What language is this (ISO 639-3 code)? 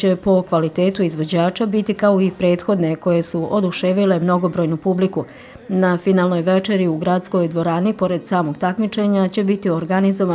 bos